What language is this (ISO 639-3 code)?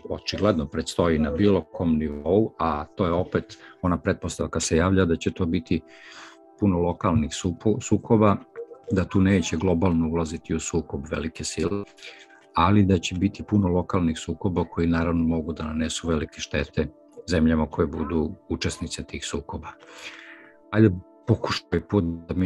srp